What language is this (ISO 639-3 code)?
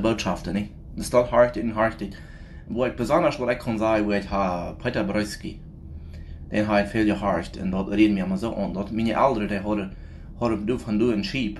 pdt